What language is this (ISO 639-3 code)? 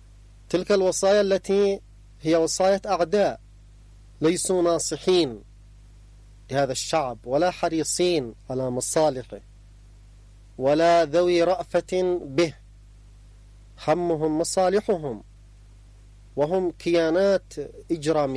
ara